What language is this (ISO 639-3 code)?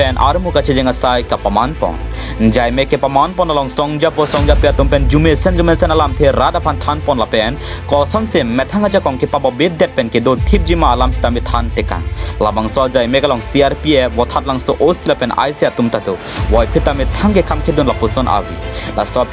mjw